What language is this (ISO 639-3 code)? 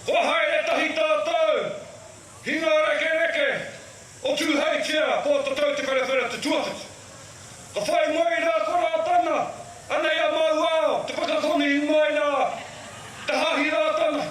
mri